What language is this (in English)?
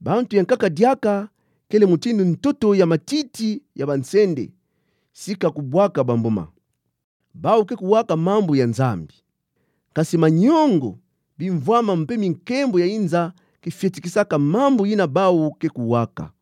Kituba (Democratic Republic of Congo)